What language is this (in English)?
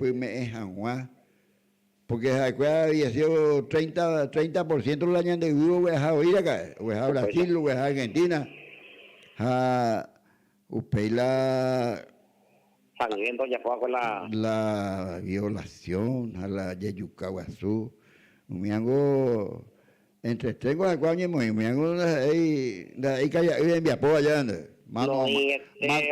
Guarani